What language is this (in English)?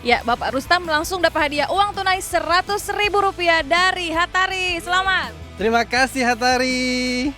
Manado Malay